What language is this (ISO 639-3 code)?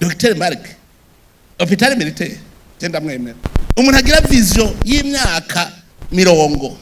run